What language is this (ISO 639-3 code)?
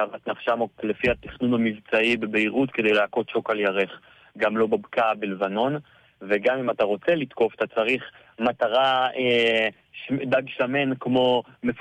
heb